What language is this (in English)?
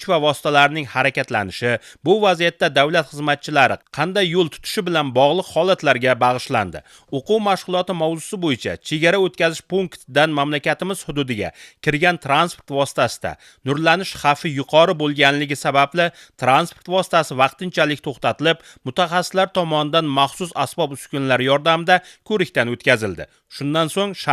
Uzbek